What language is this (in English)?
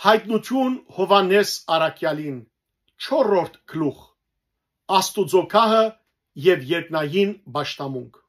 Western Armenian